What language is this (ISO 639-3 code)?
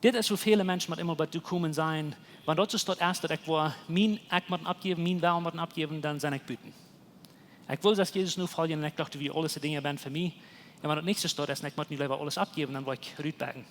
pdt